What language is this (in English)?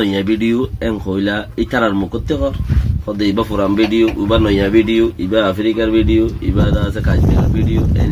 Rohingya